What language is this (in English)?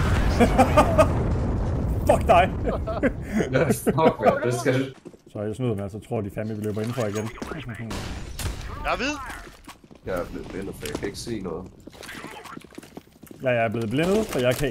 Danish